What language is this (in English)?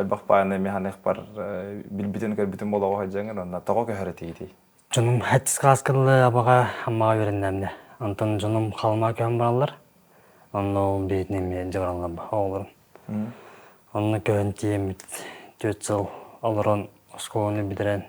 Yakut